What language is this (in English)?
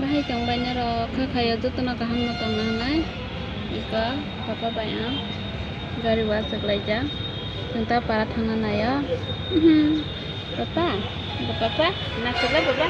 Kok Borok